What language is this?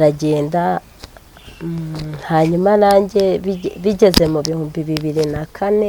Kinyarwanda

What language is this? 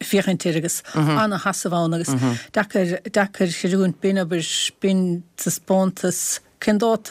Irish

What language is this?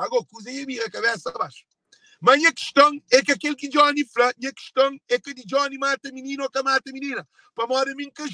Kabuverdianu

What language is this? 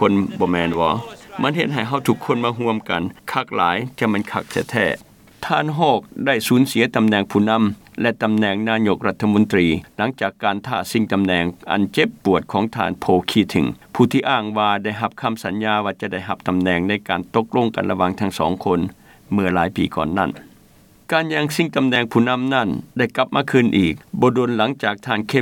Lao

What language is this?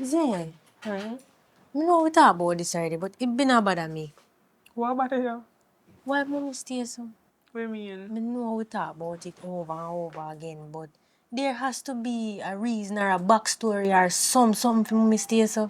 Jamaican Creole English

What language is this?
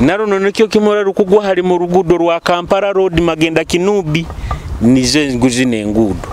Nyoro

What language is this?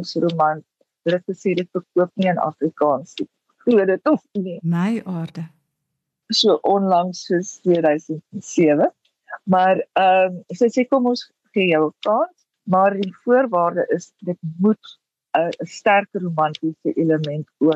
Afrikaans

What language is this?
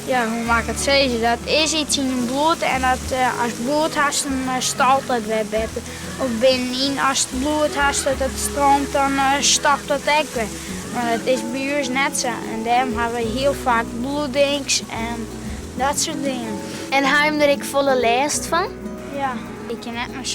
Western Frisian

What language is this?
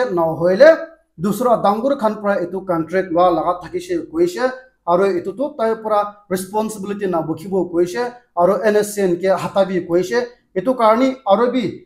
Naga Pidgin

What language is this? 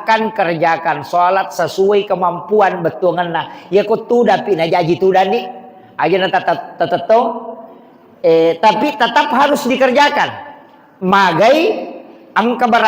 Buginese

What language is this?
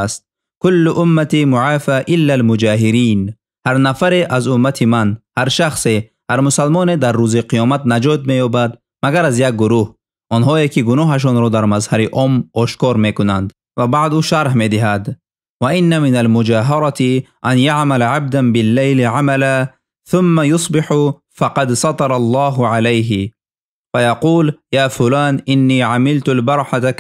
Tajik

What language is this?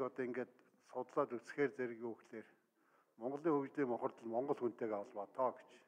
Mongolian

